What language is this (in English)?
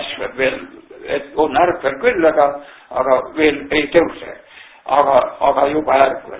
Estonian